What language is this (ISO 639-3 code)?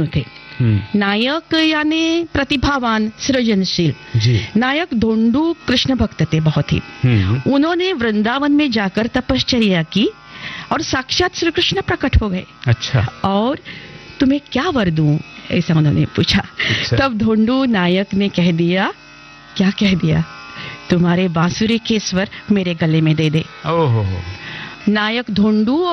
ben